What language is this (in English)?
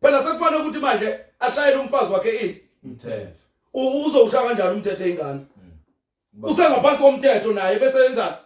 Zulu